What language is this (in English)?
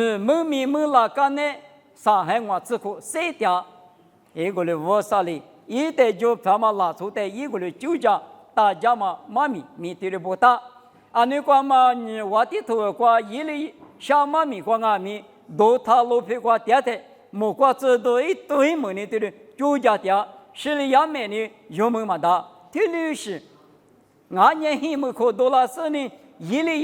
Lisu